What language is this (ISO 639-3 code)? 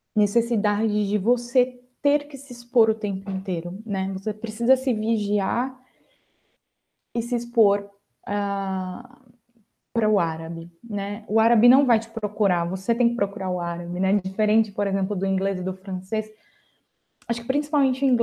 por